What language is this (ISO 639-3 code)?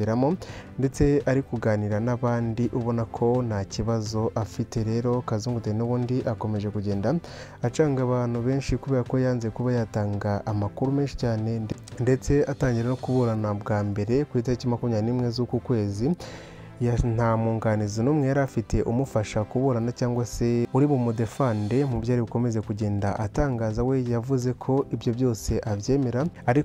kin